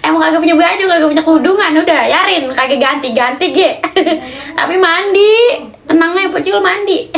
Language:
Betawi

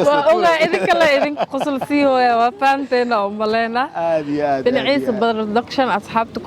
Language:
Somali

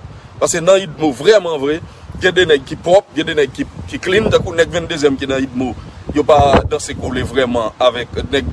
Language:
Haitian Creole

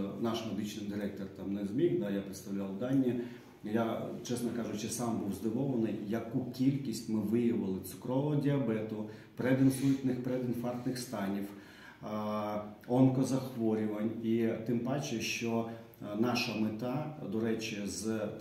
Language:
Ukrainian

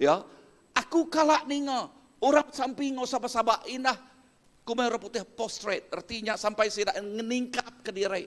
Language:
Iban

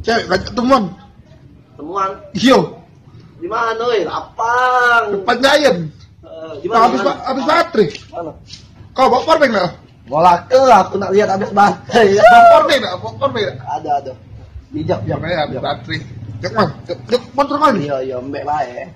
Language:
Musi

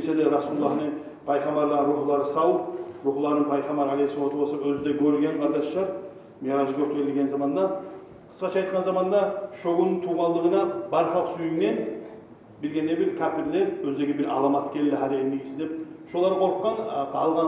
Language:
Kumyk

